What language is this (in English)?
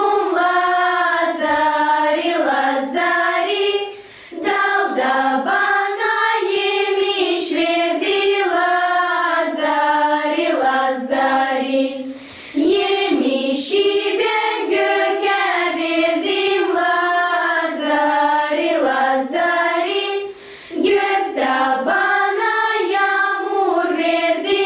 Gagauz